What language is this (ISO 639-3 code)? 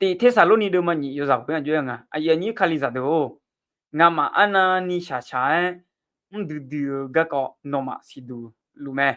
ahk